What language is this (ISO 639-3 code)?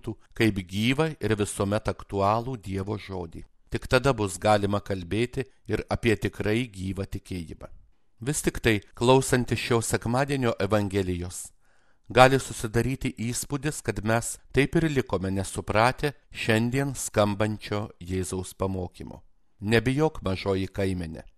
lit